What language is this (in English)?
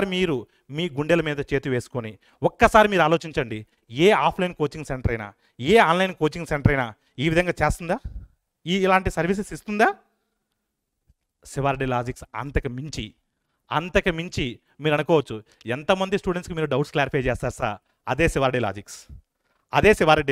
Telugu